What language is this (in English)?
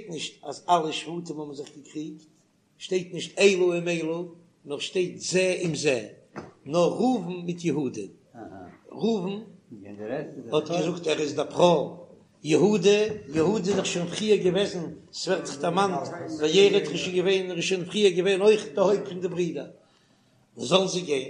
Yiddish